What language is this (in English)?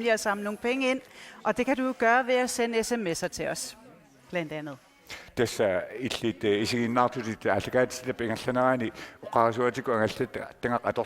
Kalaallisut